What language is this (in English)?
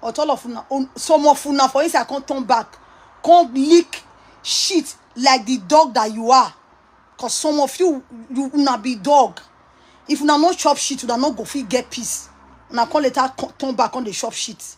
Nigerian Pidgin